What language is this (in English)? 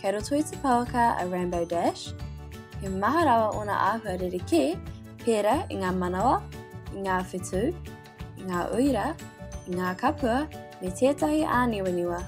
Māori